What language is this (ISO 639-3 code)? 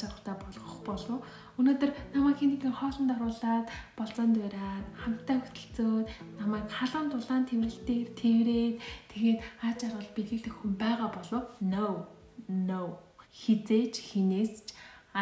mon